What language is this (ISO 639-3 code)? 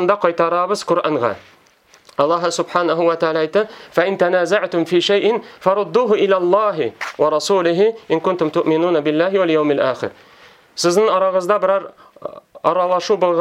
tat